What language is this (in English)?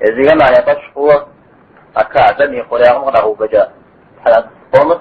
Kabardian